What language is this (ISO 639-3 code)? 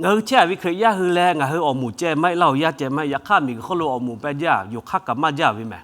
lhu